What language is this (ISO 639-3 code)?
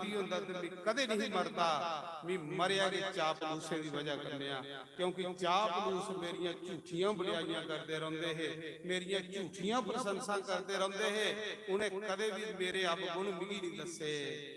doi